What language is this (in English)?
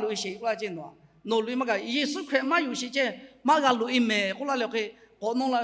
Lahu